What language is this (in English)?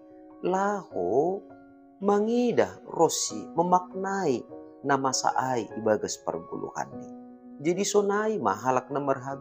Batak Simalungun